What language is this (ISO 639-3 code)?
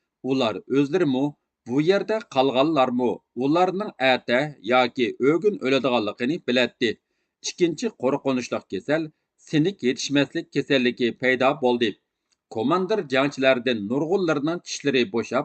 uig